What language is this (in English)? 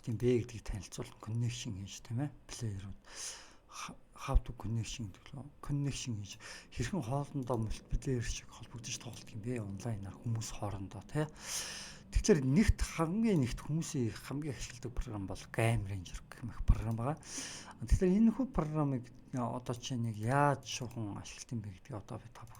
Mongolian